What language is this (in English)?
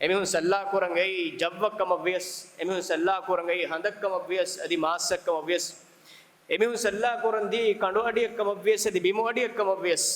Divehi